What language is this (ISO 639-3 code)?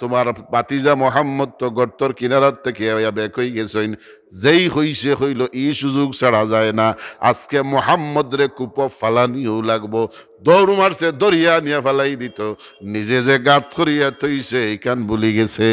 syl